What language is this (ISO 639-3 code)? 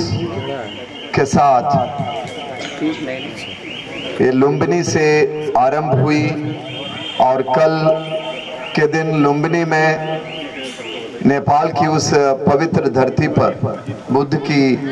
hin